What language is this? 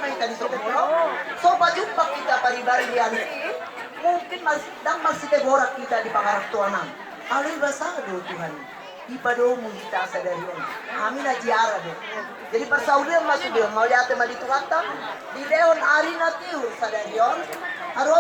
Batak Toba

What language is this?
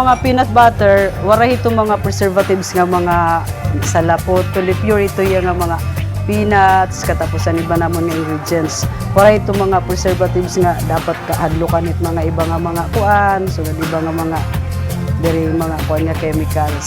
Waray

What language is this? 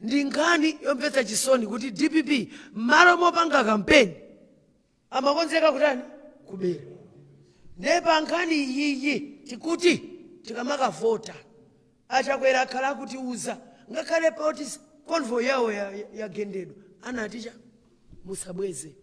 Nyanja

